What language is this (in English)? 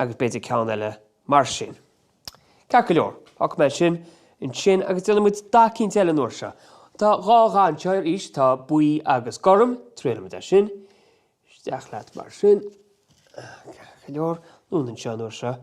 Irish